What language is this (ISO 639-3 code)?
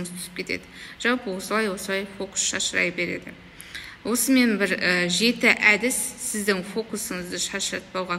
kaz